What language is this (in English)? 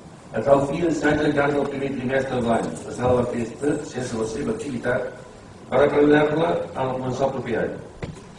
Catalan